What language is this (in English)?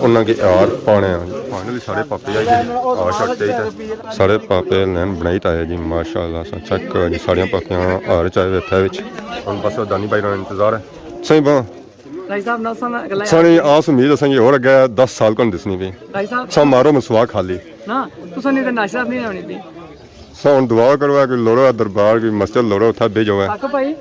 Pahari-Potwari